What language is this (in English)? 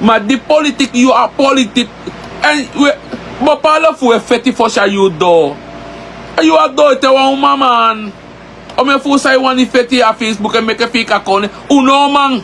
Sranan Tongo